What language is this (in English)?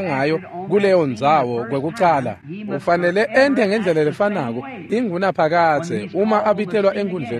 Swati